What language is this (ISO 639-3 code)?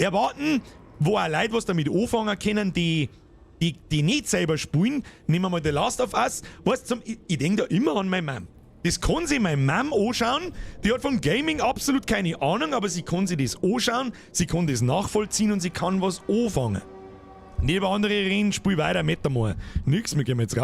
bar